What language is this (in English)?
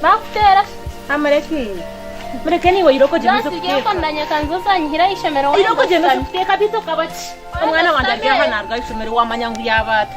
Nyankole